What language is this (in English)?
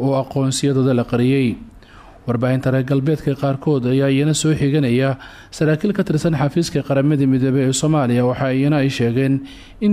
Somali